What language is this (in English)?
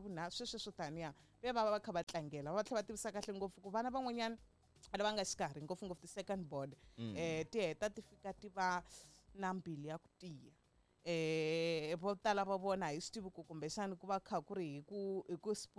Tsonga